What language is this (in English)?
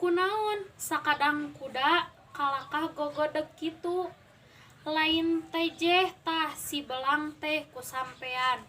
Sundanese